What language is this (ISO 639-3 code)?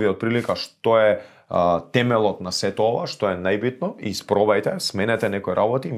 mkd